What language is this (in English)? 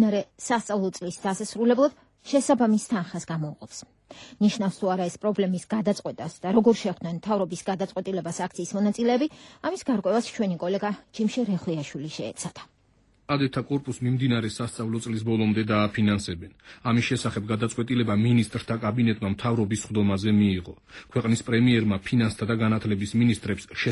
Georgian